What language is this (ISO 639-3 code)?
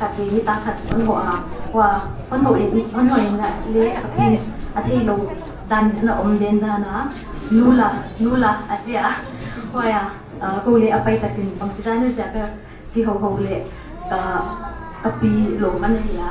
pck